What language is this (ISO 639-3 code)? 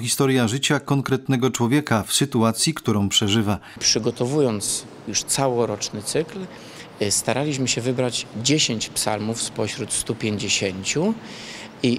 pol